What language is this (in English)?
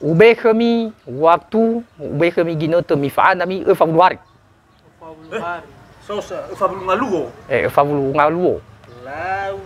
Nias